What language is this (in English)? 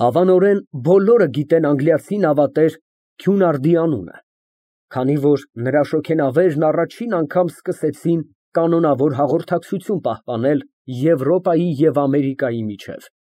Armenian